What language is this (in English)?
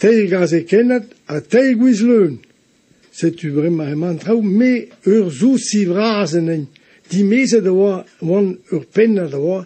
Breton